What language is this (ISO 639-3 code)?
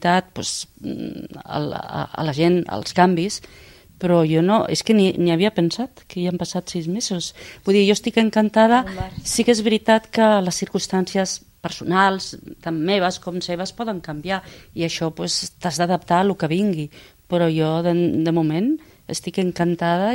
cat